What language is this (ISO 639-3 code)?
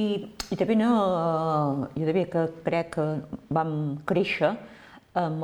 cat